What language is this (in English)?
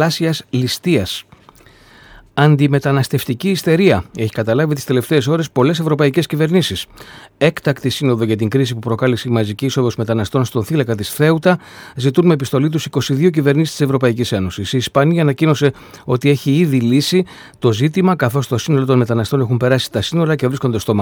Greek